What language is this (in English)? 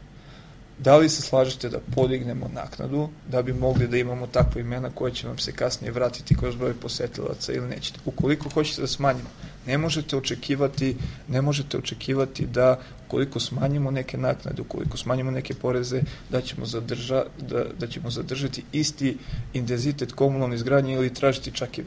Serbian